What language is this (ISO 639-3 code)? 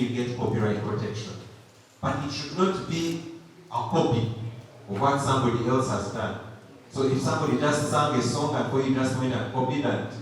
nyn